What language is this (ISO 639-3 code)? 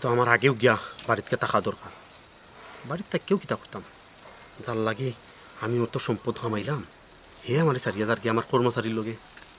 syl